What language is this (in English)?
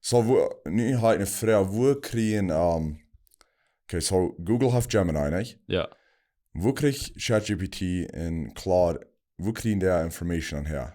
Plautdietsch